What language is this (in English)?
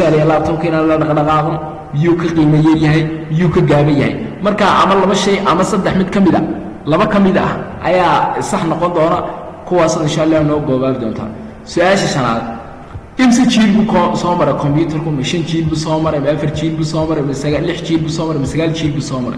Somali